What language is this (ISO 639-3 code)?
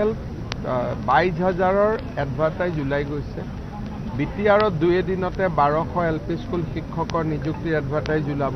asm